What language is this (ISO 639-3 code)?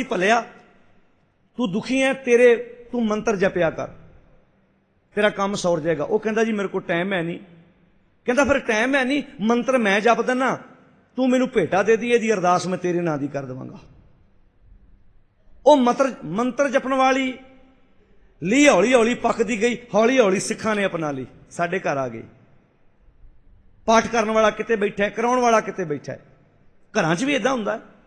pan